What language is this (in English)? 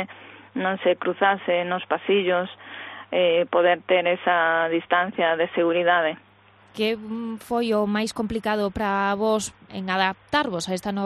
Galician